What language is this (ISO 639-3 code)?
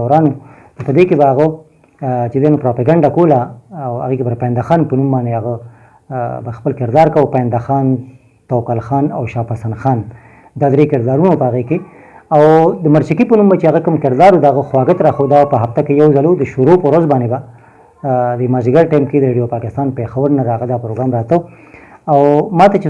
pus